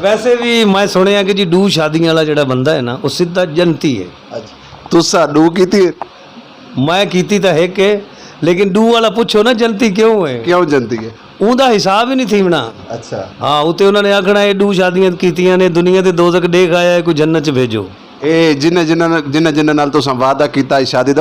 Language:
Saraiki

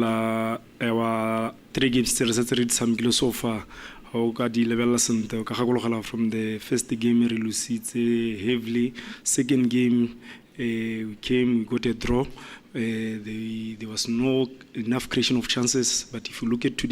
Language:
Tswana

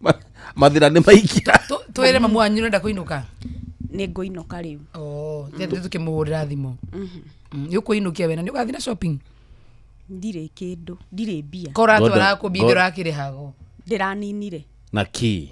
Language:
Kikuyu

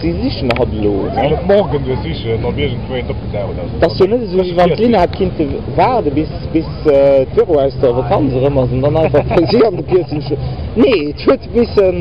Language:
Luxembourgish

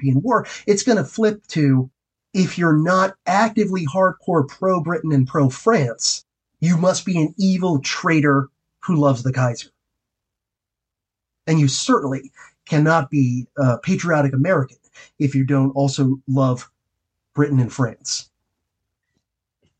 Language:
English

